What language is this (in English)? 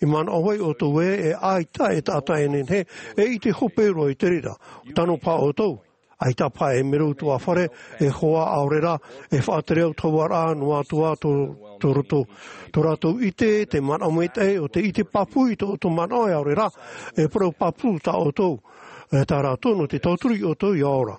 Tahitian